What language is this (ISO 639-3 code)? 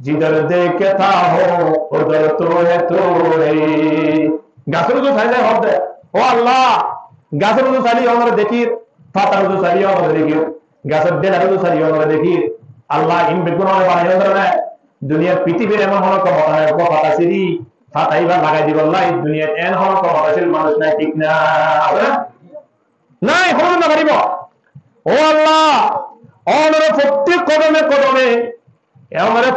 rhg